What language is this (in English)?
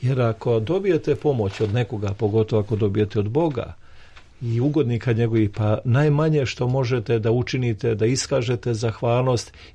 Serbian